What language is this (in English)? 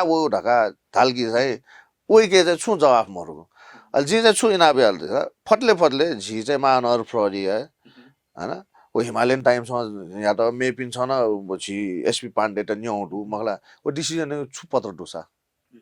Newari